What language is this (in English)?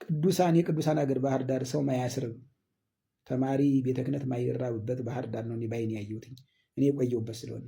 Amharic